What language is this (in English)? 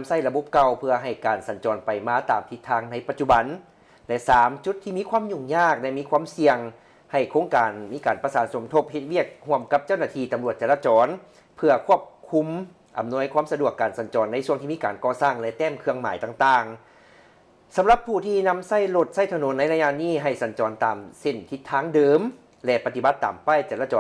Lao